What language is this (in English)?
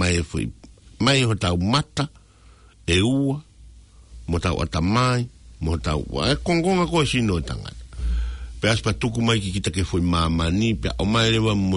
Tongan